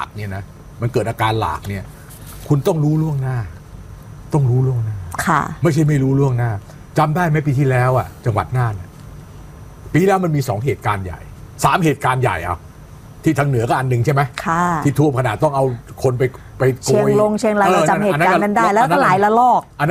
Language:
Thai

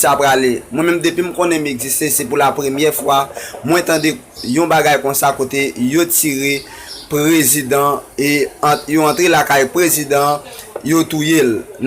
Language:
Haitian Creole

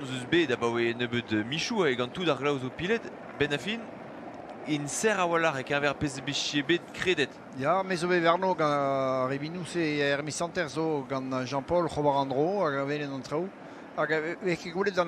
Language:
Breton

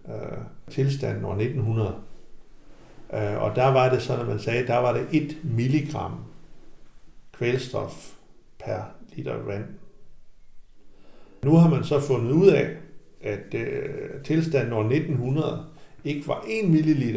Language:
Danish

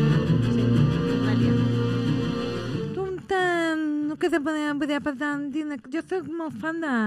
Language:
Catalan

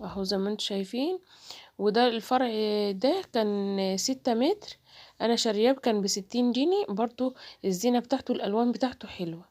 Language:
Egyptian Arabic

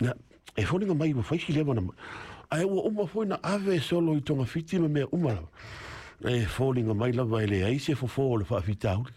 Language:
Samoan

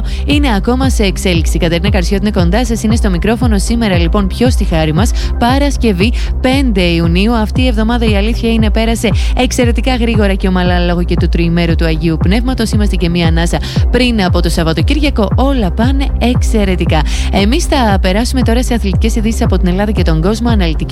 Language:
Greek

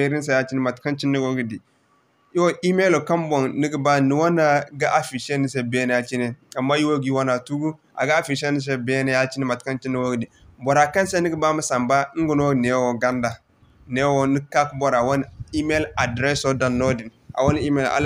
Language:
Zarma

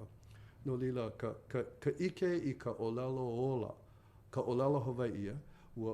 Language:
Hawaiian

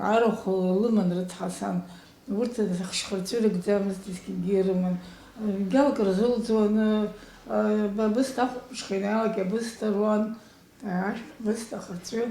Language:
Abkhazian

